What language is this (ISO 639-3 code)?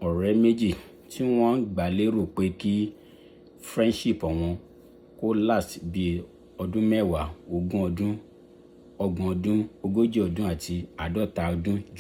yor